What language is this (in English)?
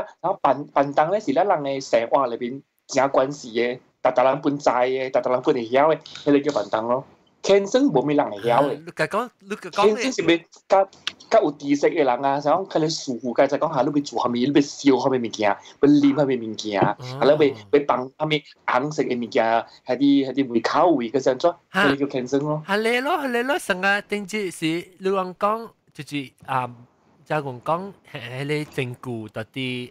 Min Nan Chinese